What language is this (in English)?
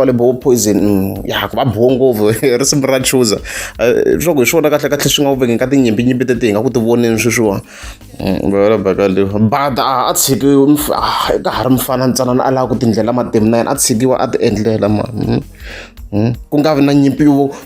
Tsonga